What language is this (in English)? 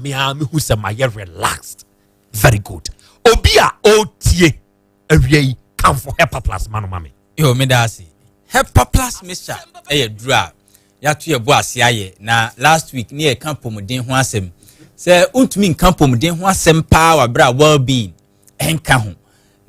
Akan